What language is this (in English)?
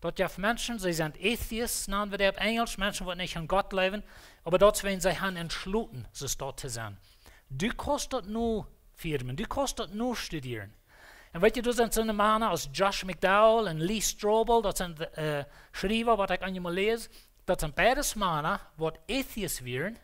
Plautdietsch